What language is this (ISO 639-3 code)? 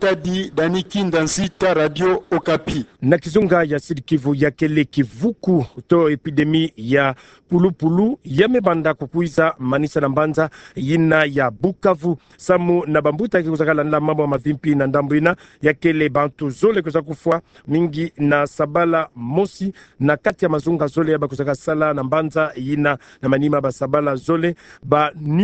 ktu